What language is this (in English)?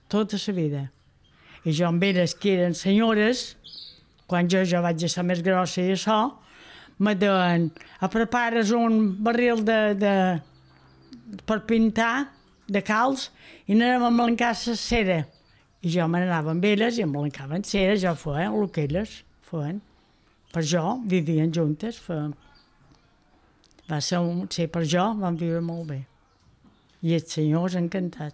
Catalan